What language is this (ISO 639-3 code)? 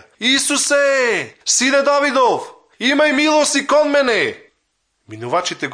mkd